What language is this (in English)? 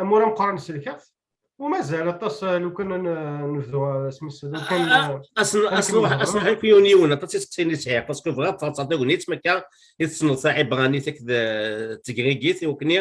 Kabyle